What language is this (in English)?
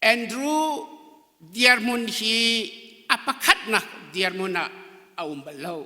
Hakha Chin